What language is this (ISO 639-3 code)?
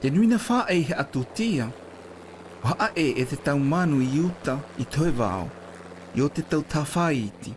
mqm